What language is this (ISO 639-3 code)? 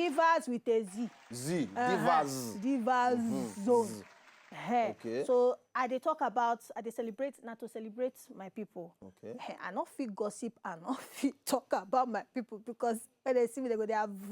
pcm